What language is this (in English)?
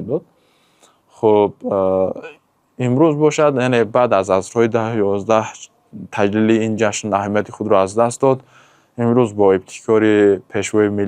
Tajik